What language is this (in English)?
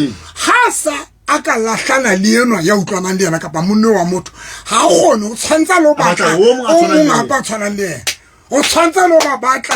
Southern Sotho